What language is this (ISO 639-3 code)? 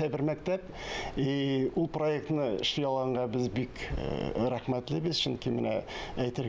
tat